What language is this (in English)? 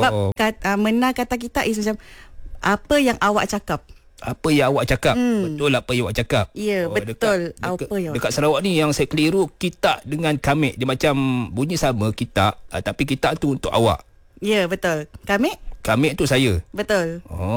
Malay